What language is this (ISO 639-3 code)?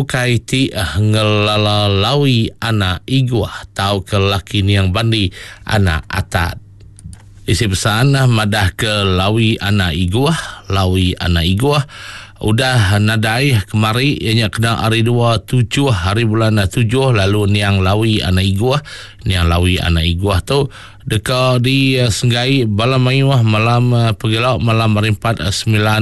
iba